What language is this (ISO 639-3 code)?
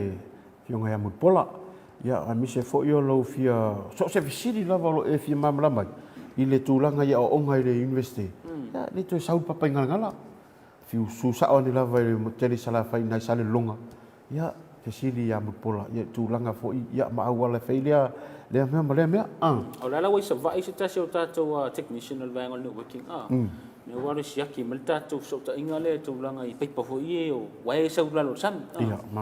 smo